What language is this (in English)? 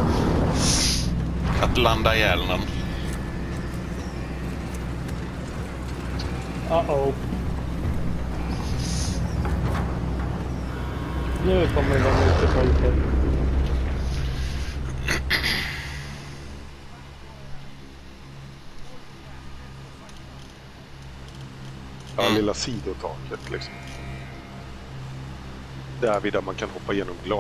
Swedish